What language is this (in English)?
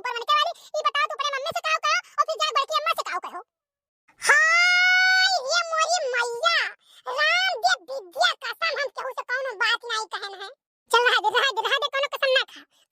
Awadhi